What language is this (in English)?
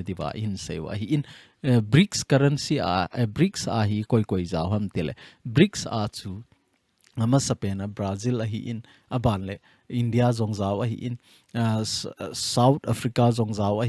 Thado Chin